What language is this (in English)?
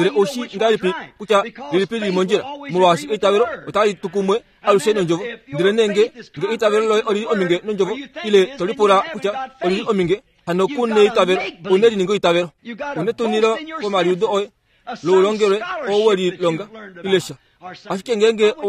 Kuanyama